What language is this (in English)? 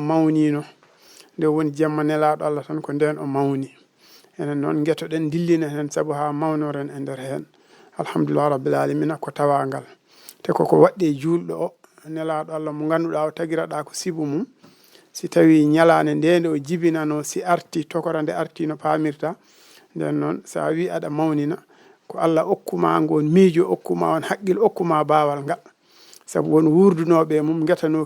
Fula